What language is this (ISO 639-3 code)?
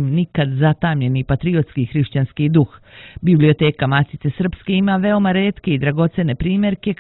srp